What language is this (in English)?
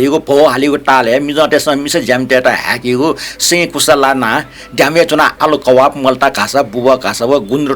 Newari